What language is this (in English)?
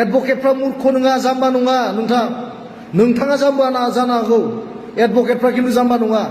Bodo